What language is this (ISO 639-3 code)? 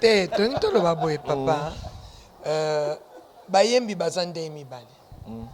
lin